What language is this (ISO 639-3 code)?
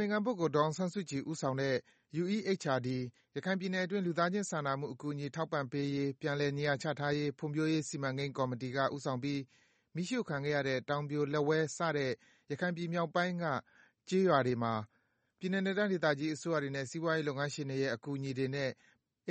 mya